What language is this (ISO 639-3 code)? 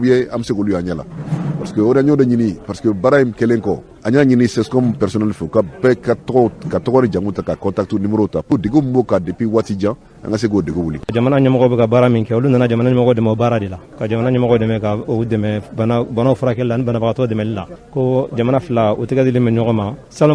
bam